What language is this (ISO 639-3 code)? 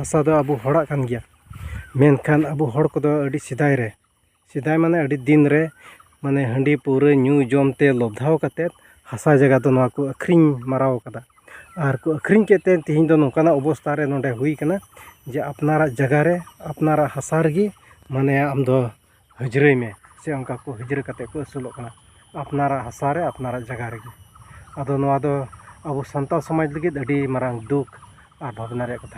sat